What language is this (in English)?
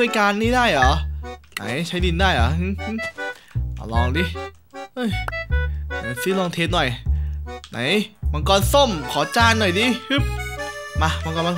Thai